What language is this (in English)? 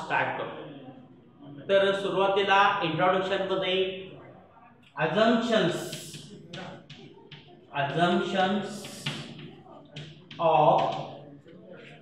Marathi